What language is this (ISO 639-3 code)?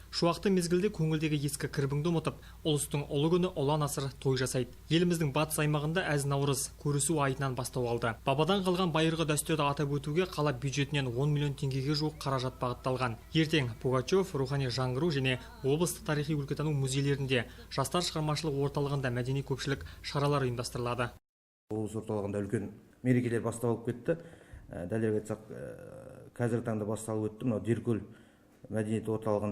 kaz